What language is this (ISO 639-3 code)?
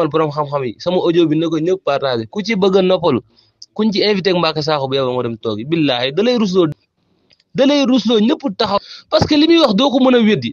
wol